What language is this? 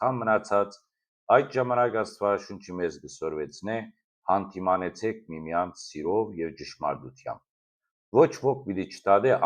Western Armenian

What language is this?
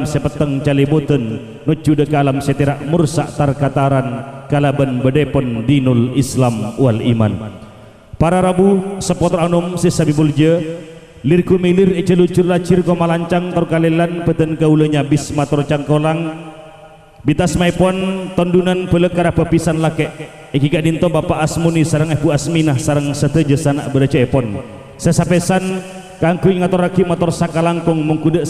Madurese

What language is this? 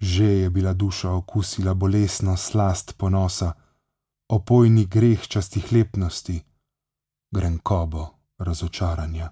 Slovenian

